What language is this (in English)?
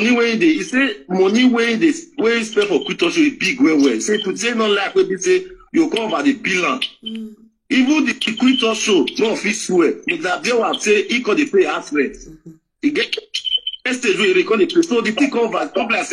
Nigerian Pidgin